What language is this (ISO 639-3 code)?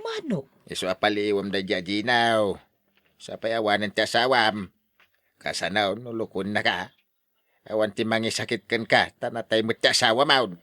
ilo